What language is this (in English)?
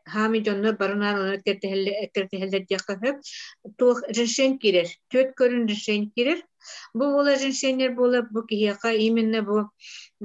Yakut